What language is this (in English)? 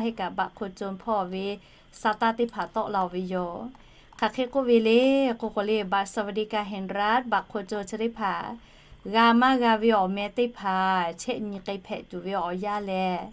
Lahu